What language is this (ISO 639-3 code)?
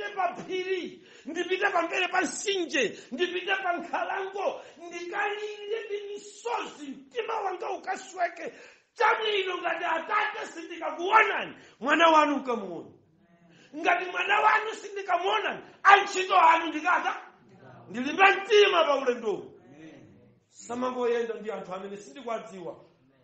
nya